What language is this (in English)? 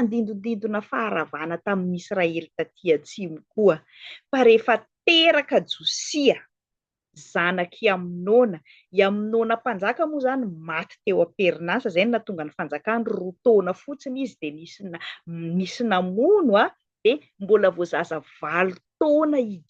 Malagasy